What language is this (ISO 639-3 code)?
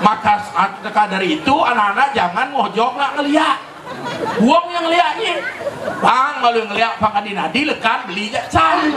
ban